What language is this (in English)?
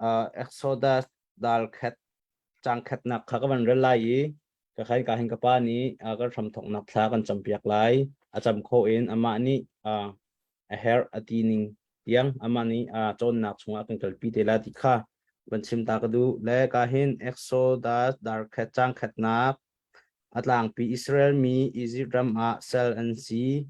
Hakha Chin